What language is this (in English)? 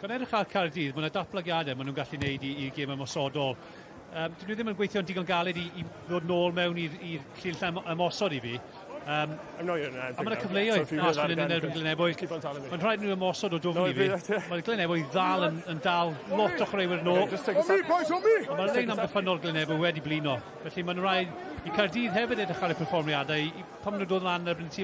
Welsh